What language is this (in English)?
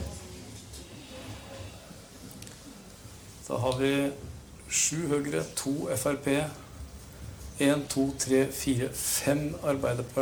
Norwegian